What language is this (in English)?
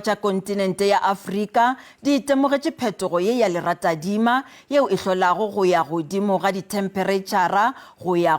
Northern Sotho